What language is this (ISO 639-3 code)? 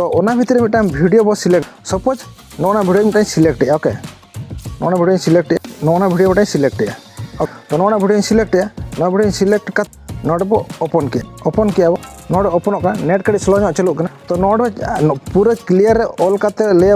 sat